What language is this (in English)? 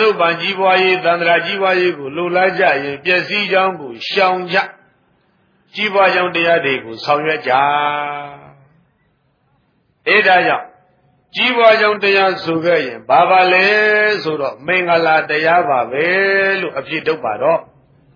Burmese